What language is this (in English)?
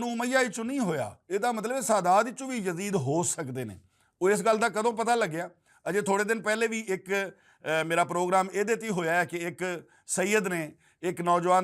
Western Panjabi